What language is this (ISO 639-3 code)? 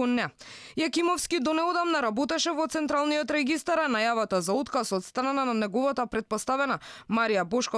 mkd